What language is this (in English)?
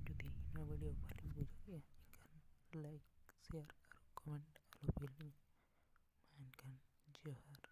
Santali